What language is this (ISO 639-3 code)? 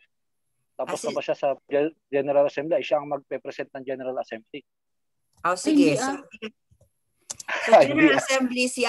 fil